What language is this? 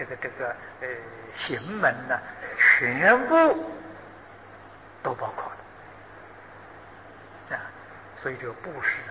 Chinese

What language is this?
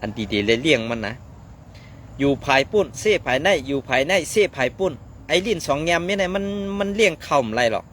Shan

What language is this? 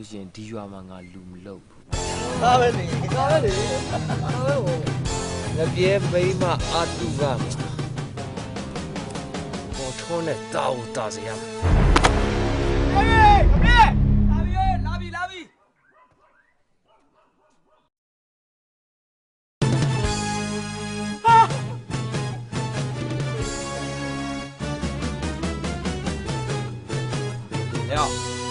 Burmese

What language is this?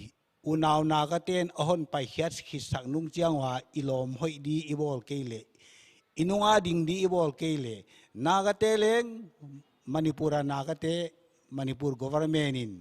Paite Chin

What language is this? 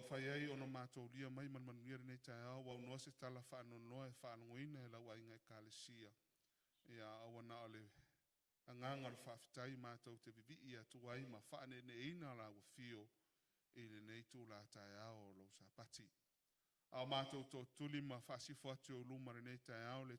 Samoan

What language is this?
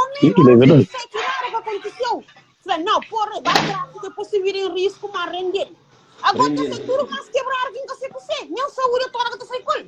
Kabuverdianu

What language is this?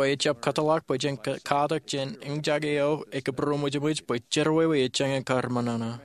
Marshallese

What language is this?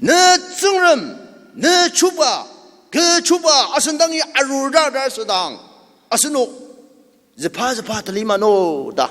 Ao Naga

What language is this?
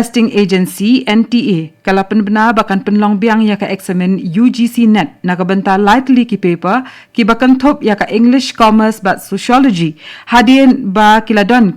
Khasi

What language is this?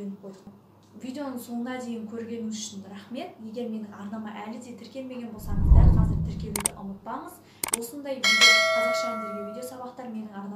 Kazakh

